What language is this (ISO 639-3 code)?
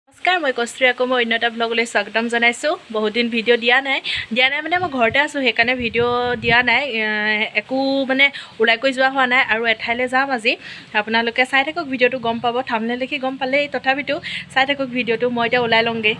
asm